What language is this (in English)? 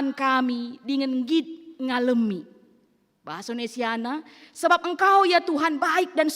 Batak Karo